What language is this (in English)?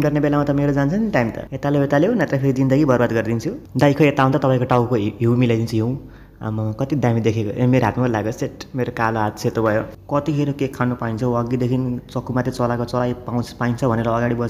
Nepali